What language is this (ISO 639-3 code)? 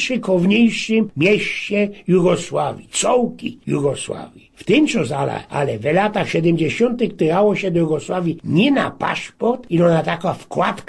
szl